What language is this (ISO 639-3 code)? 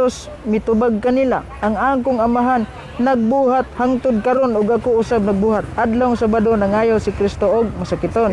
ceb